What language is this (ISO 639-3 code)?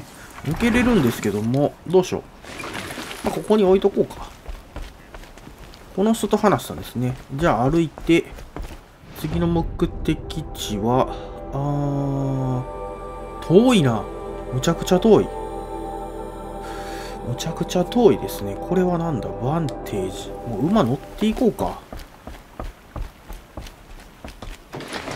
jpn